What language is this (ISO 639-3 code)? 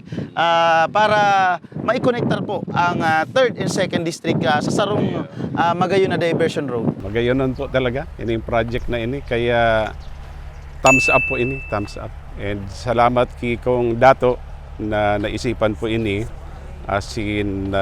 bik